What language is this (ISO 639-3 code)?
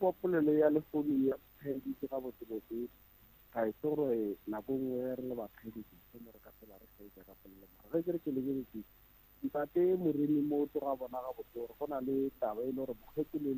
nso